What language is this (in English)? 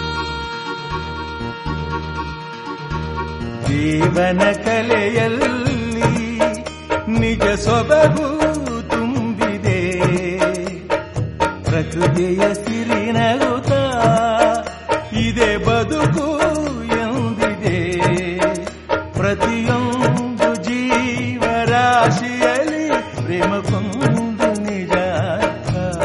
Kannada